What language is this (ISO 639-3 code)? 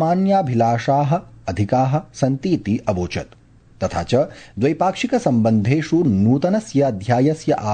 san